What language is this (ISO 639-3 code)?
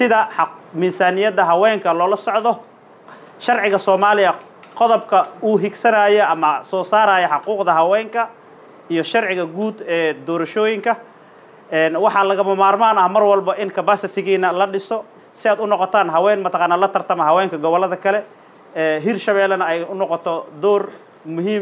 som